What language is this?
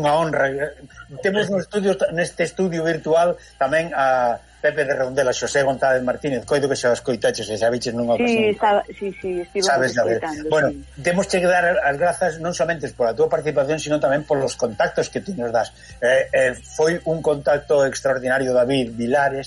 Galician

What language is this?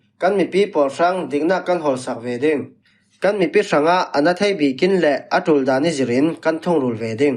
Falam Chin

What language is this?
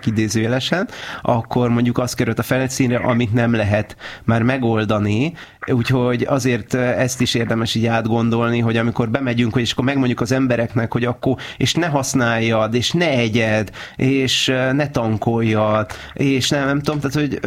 Hungarian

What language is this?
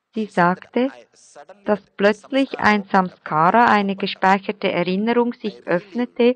German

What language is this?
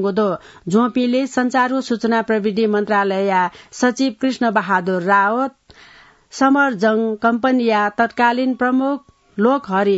Newari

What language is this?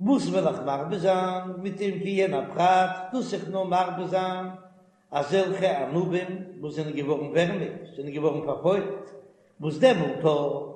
Yiddish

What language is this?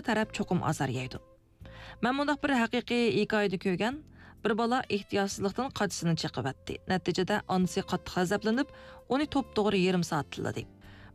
Uyghur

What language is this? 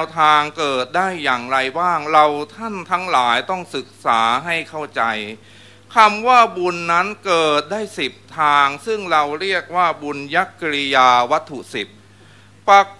Thai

